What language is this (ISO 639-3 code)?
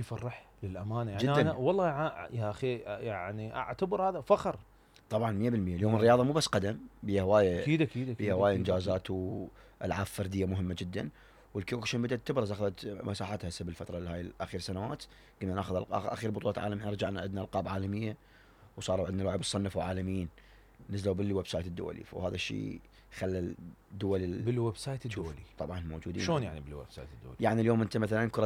acm